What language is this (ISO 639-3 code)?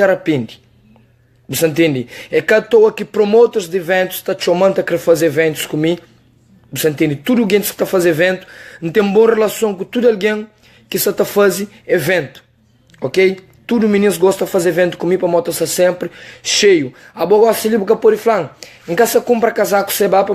kea